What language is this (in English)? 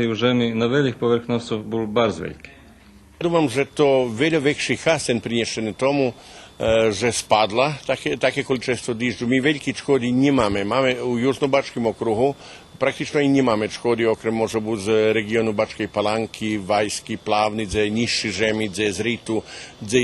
Rusyn